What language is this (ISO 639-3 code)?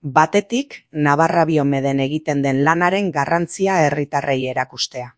eus